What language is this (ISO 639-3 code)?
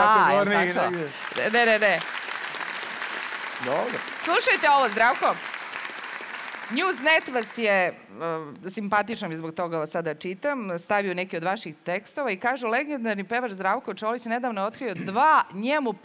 srp